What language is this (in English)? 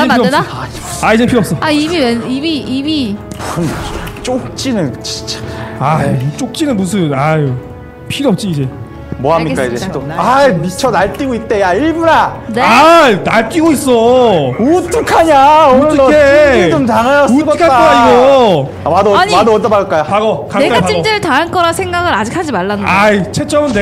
Korean